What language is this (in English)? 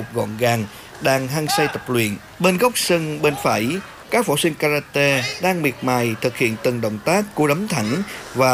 Vietnamese